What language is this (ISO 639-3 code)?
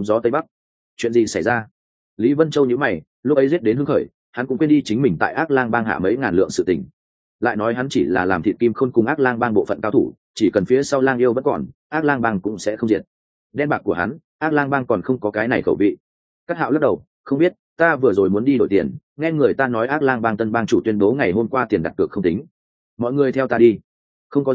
vie